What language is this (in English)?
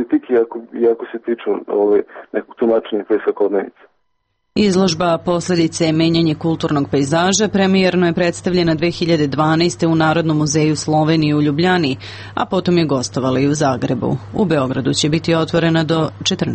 Serbian